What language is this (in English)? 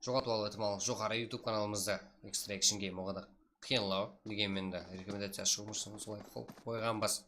Kara-Kalpak